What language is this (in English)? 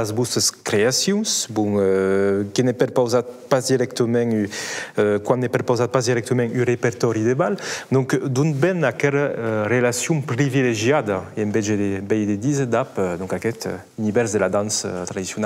Occitan